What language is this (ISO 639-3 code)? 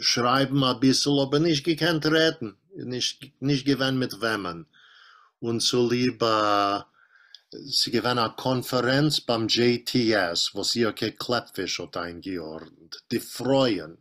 yid